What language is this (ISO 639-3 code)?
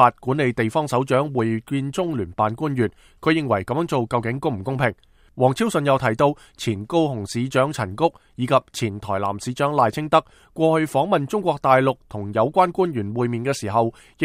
yue